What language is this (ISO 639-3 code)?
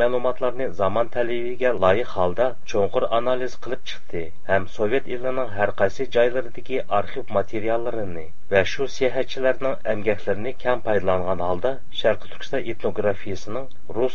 uig